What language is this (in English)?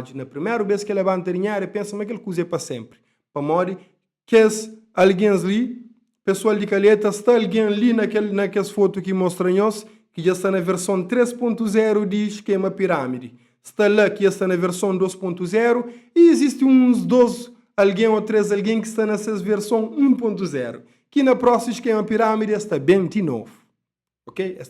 Kabuverdianu